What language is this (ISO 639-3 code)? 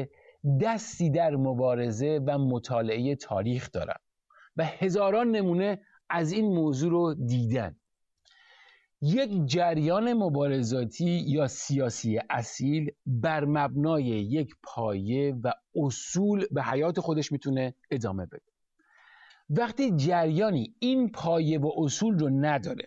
fas